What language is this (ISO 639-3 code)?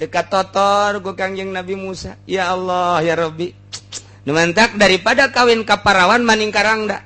sun